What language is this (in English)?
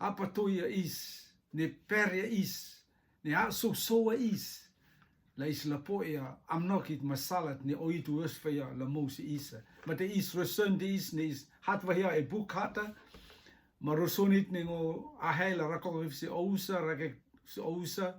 Rotuman